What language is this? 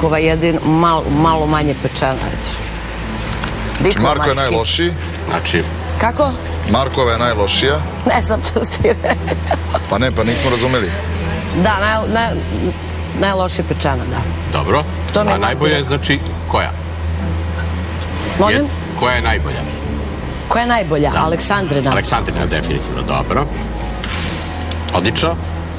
Serbian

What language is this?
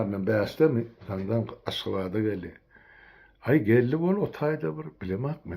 Turkmen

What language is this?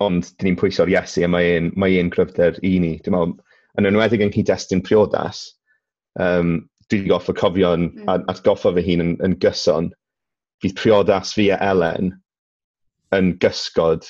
Welsh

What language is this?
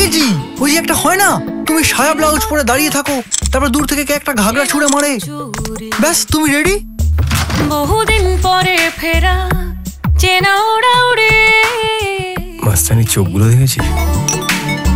Bangla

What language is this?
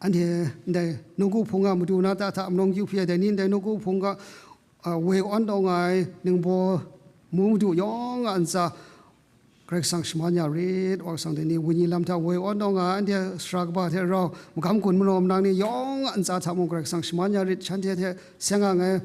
Kachin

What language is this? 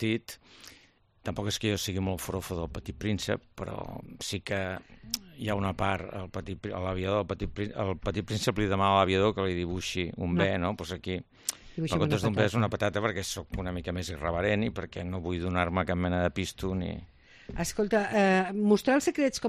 Catalan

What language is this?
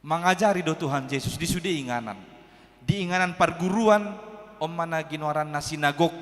Batak Toba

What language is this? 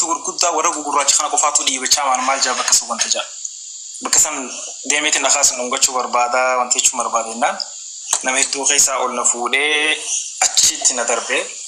Oromo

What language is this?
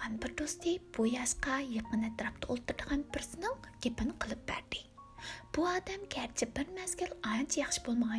Uyghur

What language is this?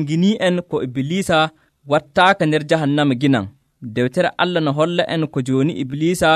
Nigerian Fulfulde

